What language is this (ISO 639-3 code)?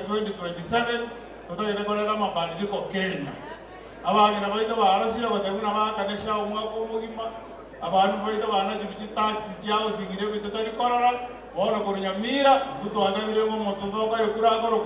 guz